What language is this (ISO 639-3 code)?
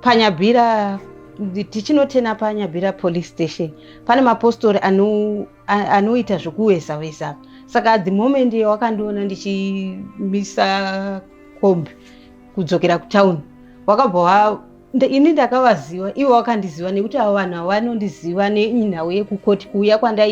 sna